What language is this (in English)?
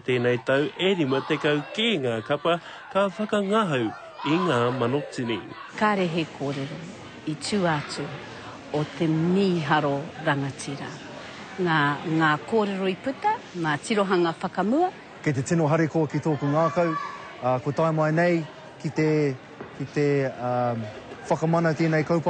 Māori